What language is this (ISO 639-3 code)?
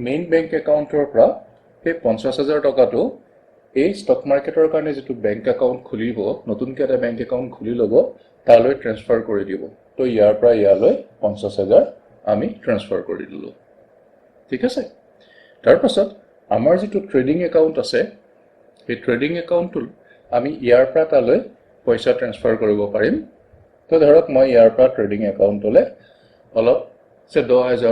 asm